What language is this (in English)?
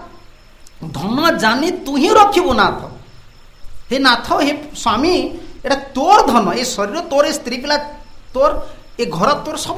Odia